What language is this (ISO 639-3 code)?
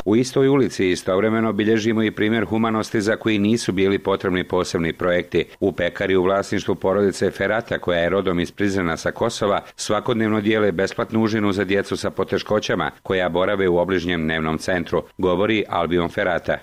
bos